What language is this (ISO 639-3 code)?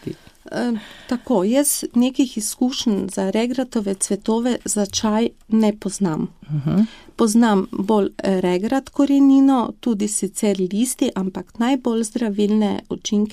slv